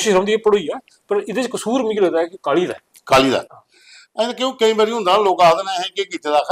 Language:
Dogri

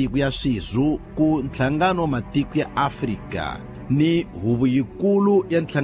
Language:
Tsonga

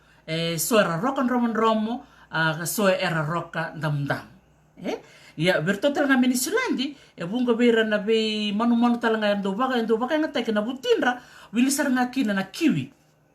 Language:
Fijian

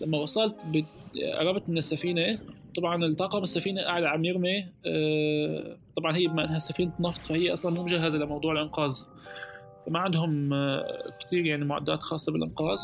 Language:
North Levantine Arabic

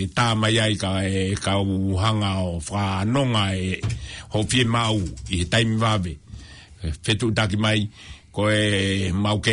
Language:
Tongan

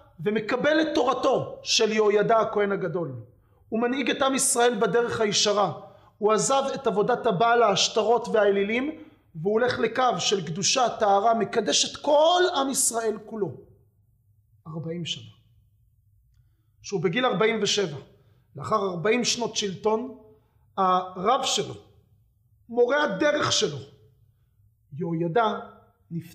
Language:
Hebrew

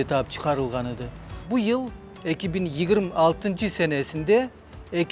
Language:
Crimean Tatar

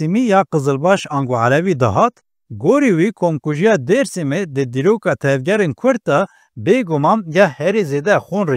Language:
Kurdish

